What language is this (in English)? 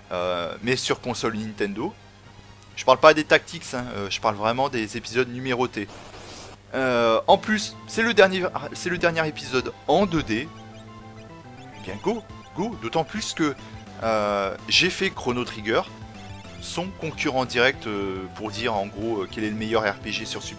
French